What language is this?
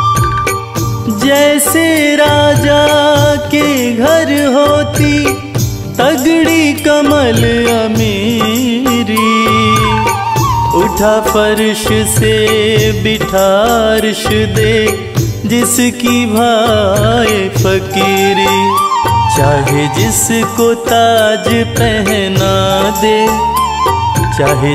Hindi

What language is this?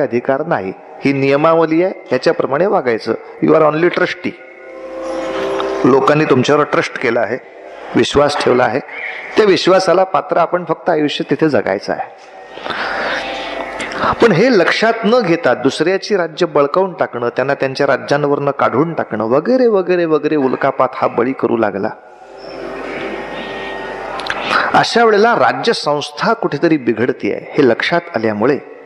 Marathi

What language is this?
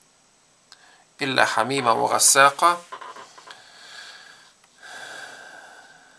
Bosnian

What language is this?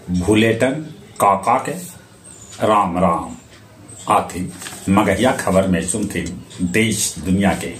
Magahi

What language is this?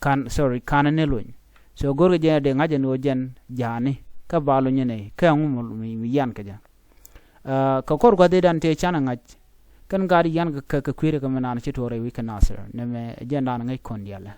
Nuer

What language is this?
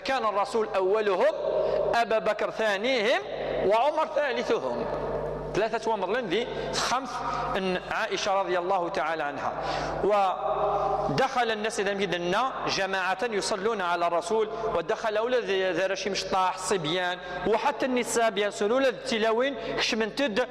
Kabyle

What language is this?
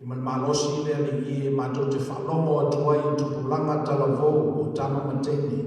Samoan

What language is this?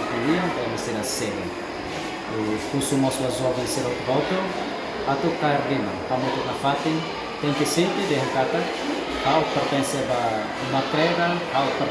Tetum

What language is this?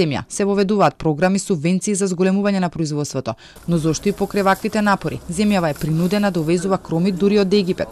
Macedonian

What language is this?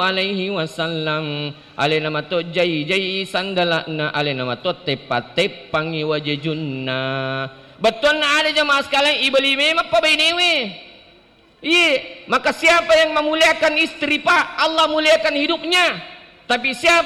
Buginese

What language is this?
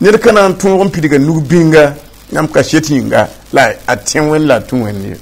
Mossi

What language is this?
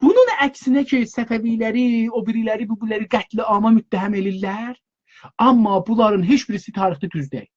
South Azerbaijani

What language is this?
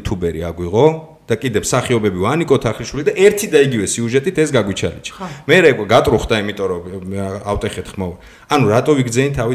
Georgian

